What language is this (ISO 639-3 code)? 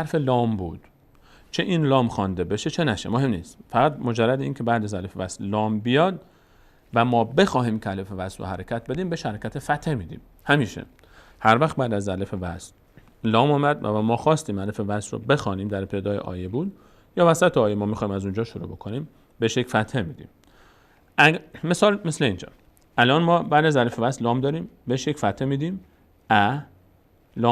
fas